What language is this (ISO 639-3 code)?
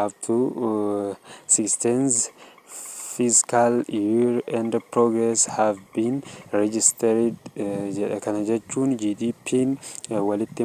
orm